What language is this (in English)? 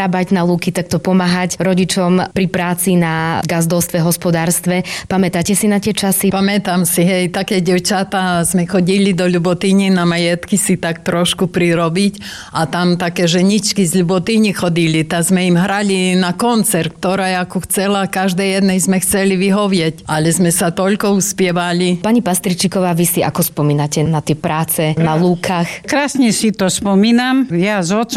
Slovak